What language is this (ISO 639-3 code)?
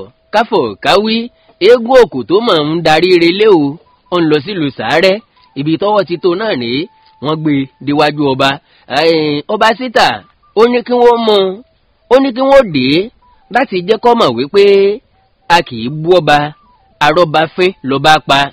yor